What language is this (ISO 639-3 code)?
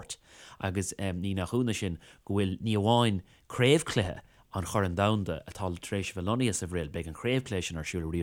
gle